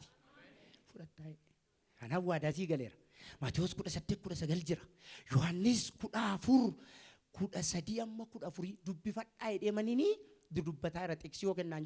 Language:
Oromo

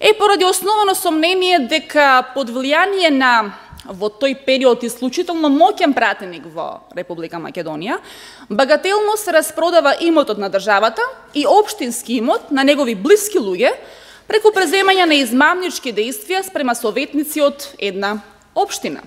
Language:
Macedonian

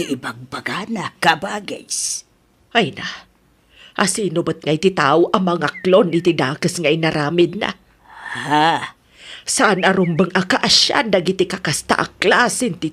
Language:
Iloko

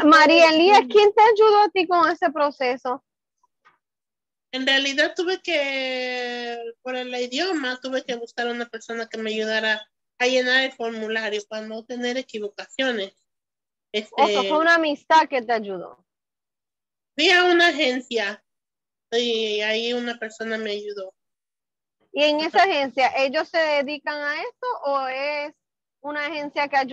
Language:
Spanish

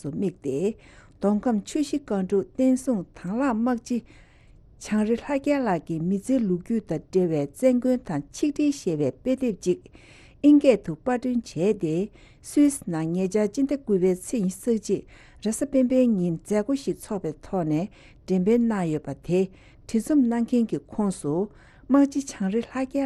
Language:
Tibetan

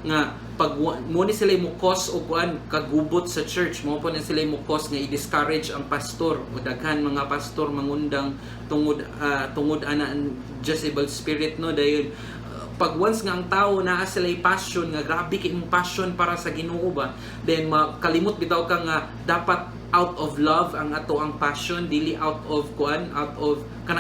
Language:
Cebuano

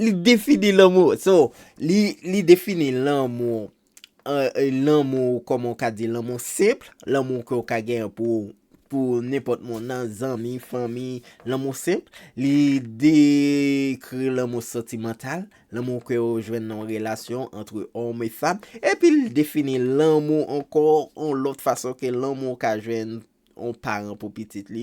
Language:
Haitian Creole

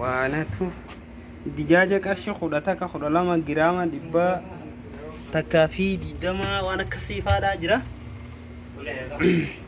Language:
Oromo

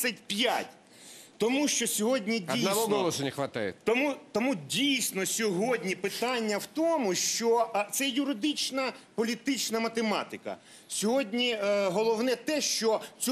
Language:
Ukrainian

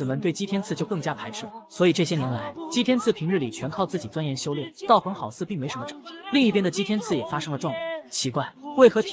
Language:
Chinese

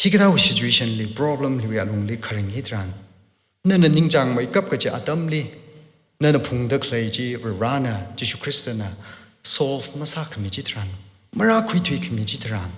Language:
Tangkhul Naga (India)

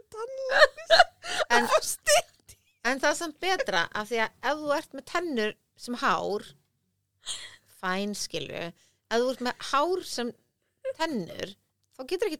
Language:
Icelandic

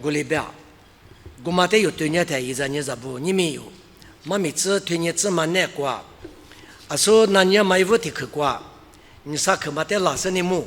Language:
Lisu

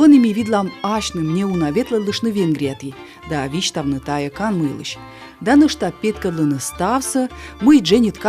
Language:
Komi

